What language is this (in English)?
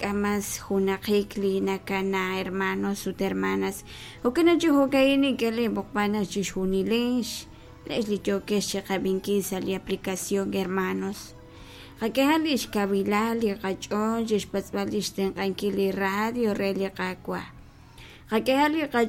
Kekchí